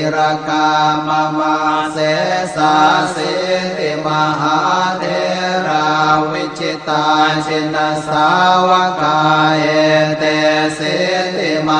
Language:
Pali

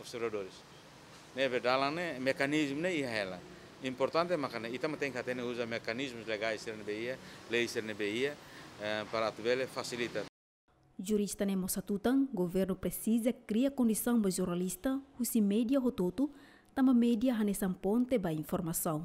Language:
Tetum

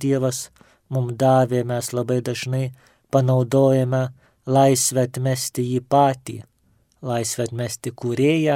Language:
Lithuanian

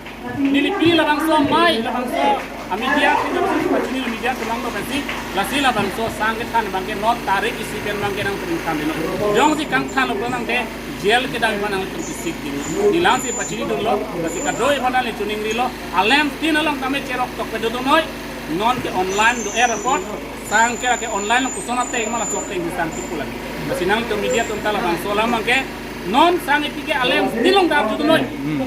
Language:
Karbi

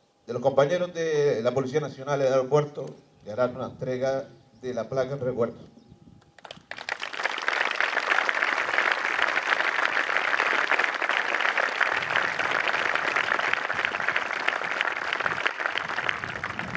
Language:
Spanish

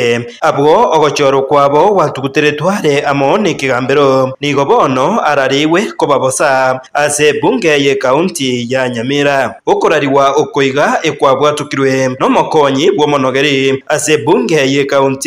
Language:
Gusii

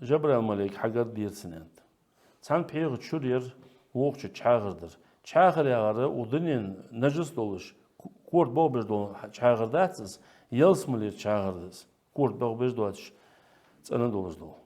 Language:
Ingush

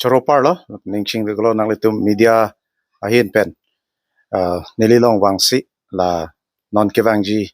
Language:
Karbi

